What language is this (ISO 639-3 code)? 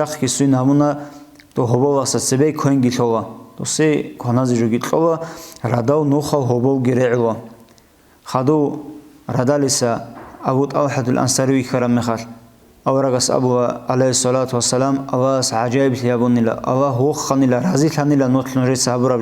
ava